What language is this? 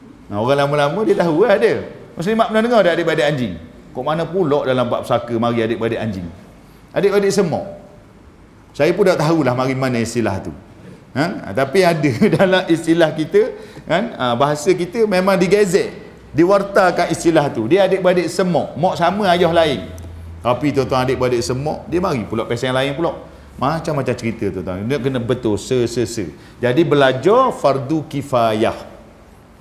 Malay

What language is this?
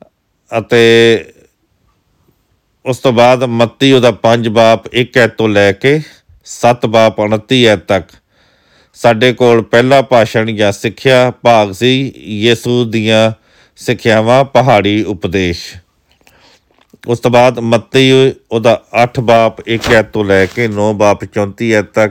Punjabi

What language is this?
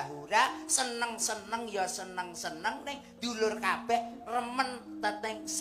Javanese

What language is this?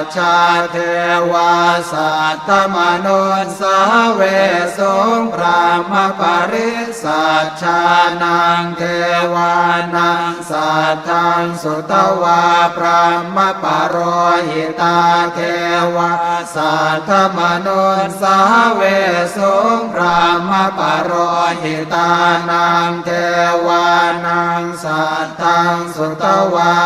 Pali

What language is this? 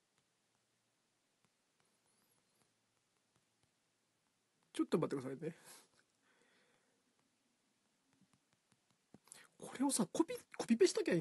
Japanese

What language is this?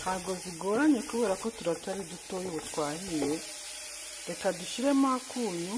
Kinyarwanda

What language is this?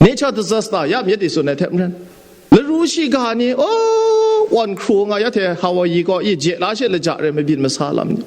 Kachin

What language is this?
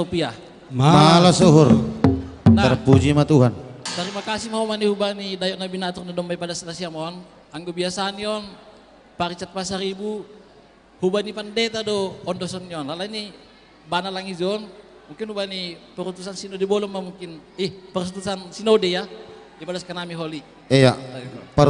Batak Simalungun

